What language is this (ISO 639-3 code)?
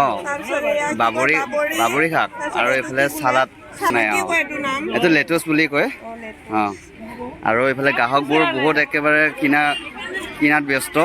asm